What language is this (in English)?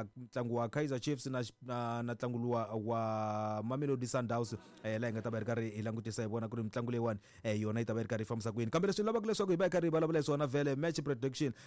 Tsonga